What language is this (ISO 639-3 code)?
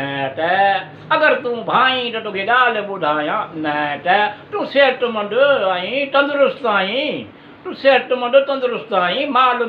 snd